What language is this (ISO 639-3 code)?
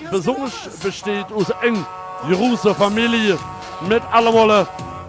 lim